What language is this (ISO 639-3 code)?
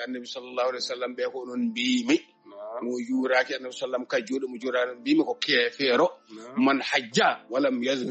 ful